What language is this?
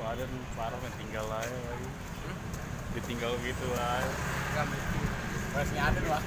Betawi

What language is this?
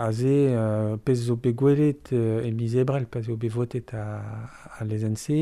Breton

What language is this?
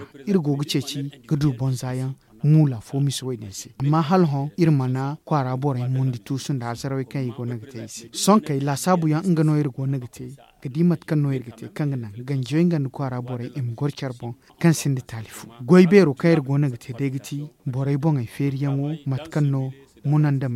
Zarma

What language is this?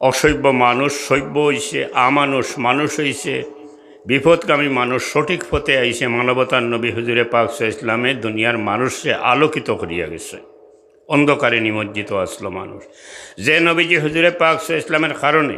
Sylheti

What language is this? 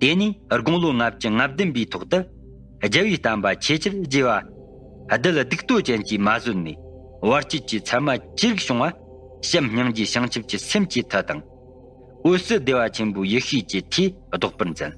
Tibetan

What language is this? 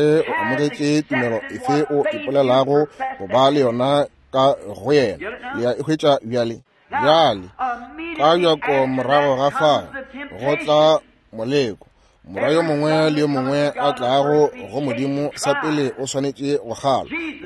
Northern Sotho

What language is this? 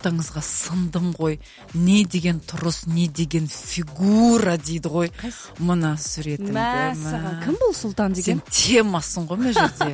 Kazakh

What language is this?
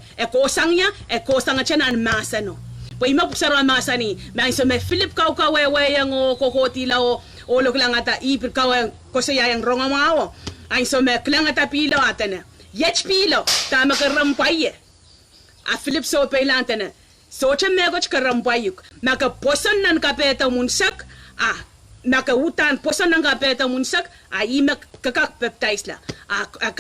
Pohnpeian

